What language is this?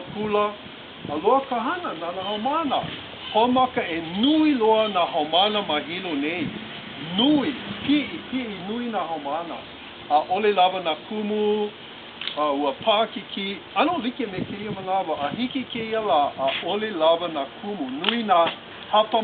Hawaiian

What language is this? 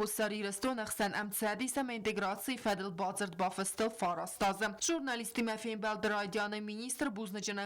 Ossetic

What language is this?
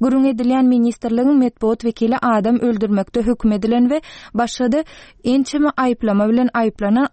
Turkmen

